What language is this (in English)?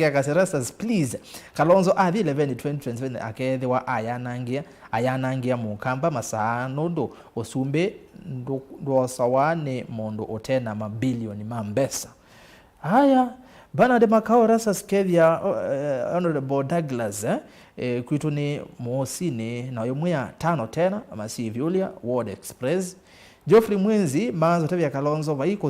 Kamba